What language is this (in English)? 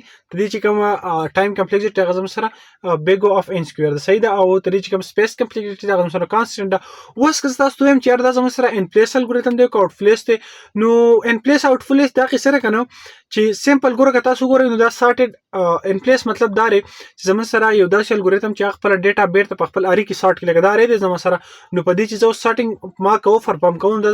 Pashto